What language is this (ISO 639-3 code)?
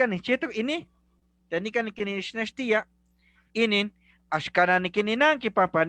nhe